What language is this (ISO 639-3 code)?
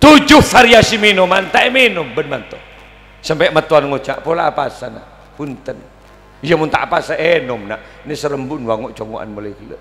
mad